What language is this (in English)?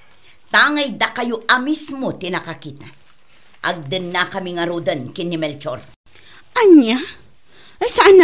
Iloko